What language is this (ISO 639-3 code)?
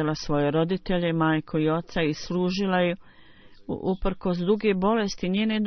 bos